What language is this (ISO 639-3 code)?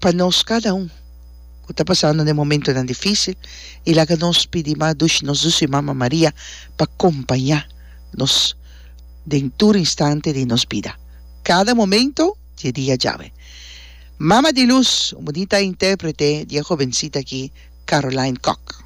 pap